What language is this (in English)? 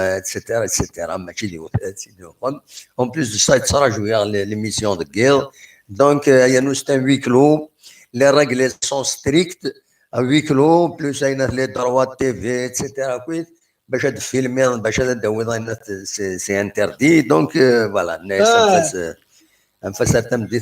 Kabyle